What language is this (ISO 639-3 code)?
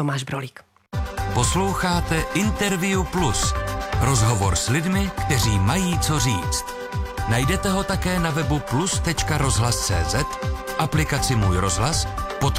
ces